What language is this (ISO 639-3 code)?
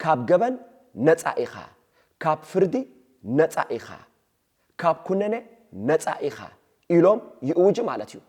tir